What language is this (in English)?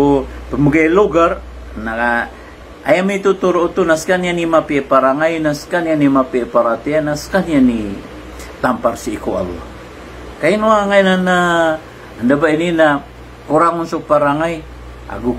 Maranao